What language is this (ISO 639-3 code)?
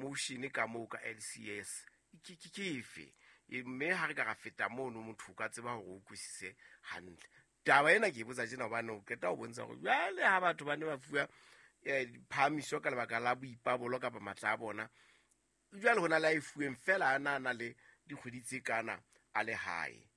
sot